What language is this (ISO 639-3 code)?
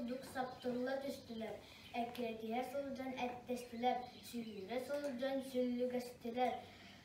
sah